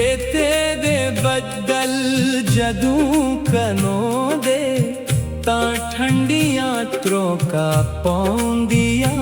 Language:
Dogri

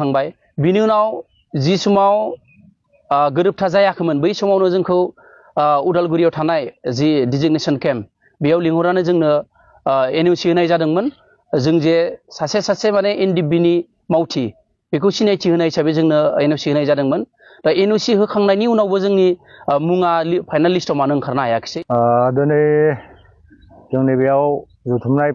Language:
Bodo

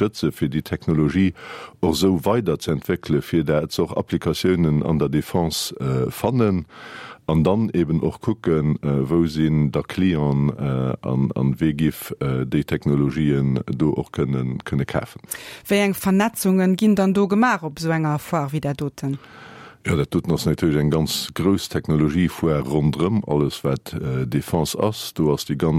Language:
Luxembourgish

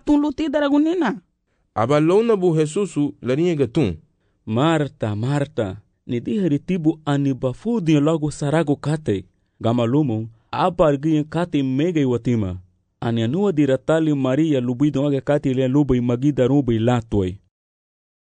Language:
Garifuna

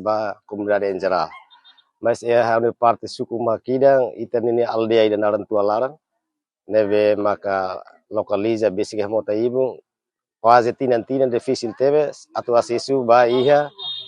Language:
Tetum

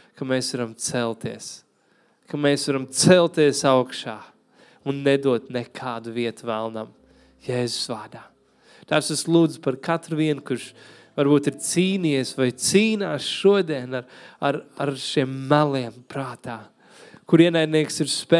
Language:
Latvian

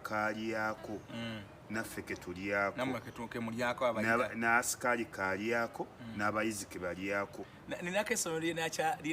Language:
Ganda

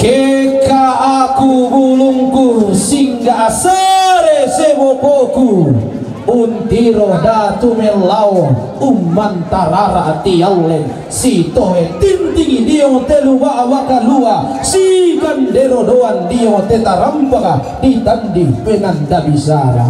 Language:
Toraja-Sa'dan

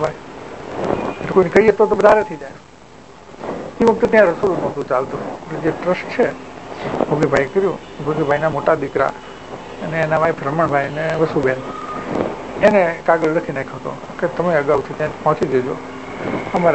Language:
Gujarati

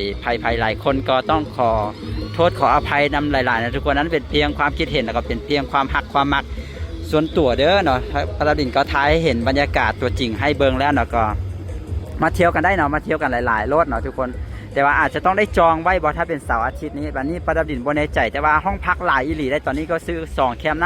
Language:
Lao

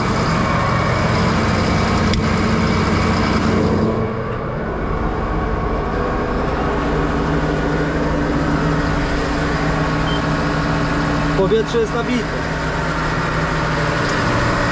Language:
Polish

